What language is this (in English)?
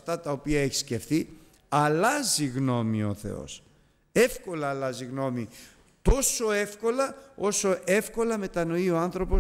Greek